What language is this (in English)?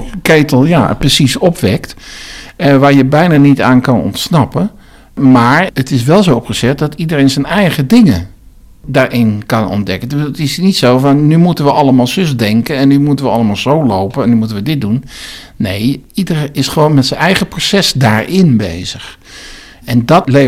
Dutch